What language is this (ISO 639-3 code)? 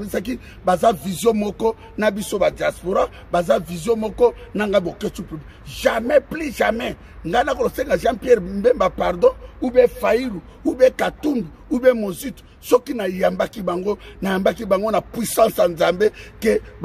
lin